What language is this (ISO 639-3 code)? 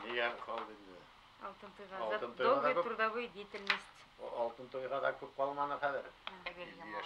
bak